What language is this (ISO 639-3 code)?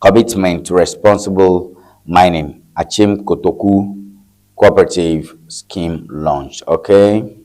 ewe